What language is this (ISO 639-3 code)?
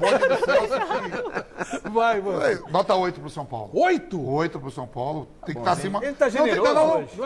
por